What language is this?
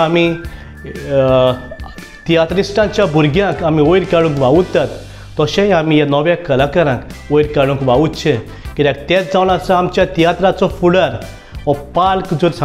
Konkani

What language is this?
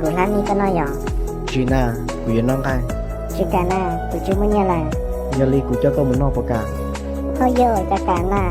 Hmong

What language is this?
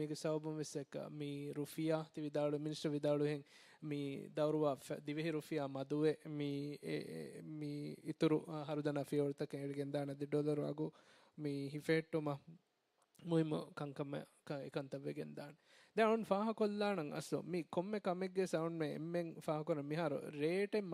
Divehi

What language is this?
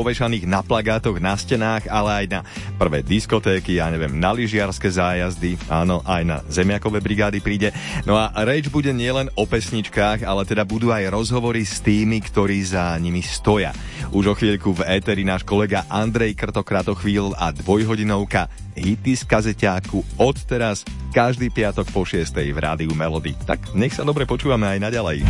Slovak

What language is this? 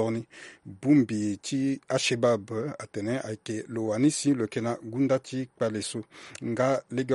Sango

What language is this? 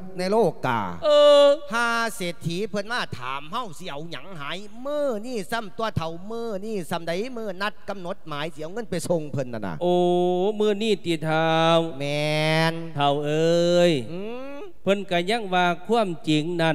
Lao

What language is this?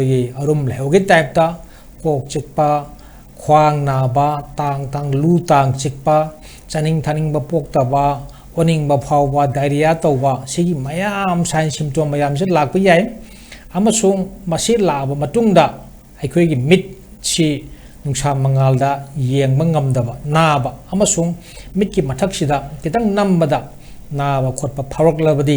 Manipuri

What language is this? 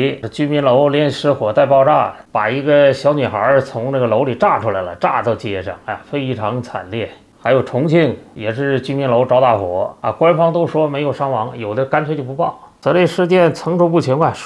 Chinese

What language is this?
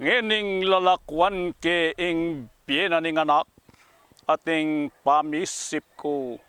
Pampanga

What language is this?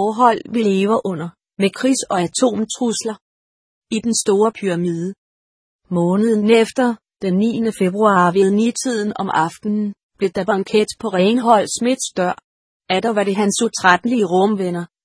Danish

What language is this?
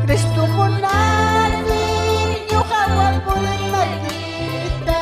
Ayacucho Quechua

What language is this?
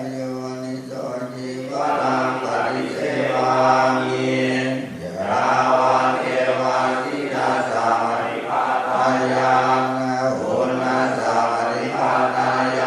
Pali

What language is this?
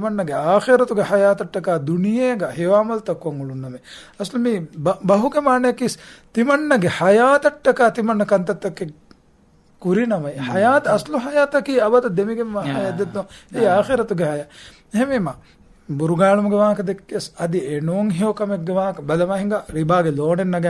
Divehi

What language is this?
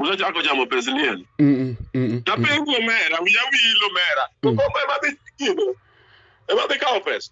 Luo (Kenya and Tanzania)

